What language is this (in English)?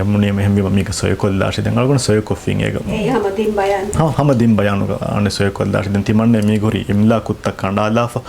Divehi